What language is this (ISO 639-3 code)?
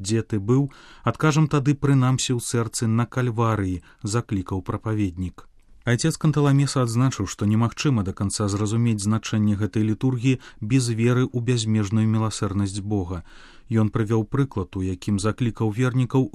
bel